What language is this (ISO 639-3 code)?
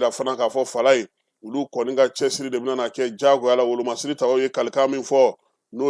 bam